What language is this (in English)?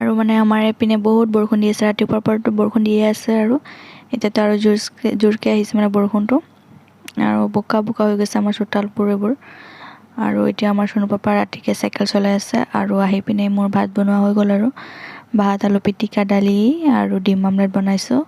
Assamese